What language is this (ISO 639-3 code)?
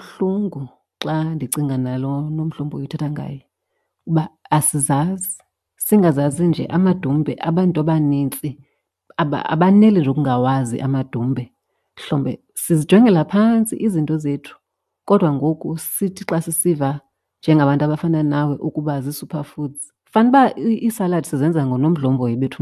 xho